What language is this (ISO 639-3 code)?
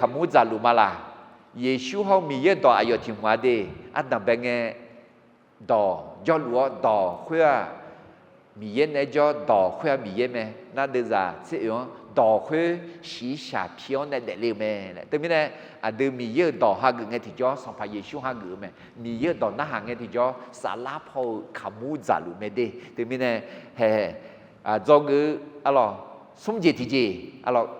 ahk